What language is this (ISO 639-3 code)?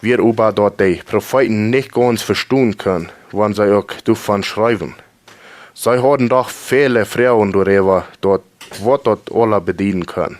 pdt